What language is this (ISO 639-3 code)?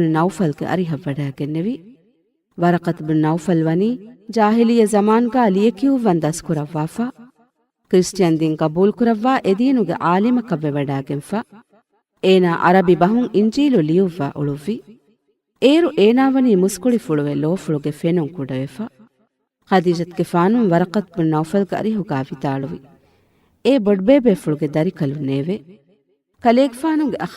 div